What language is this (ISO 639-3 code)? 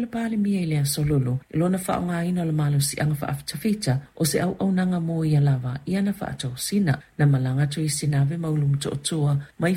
smo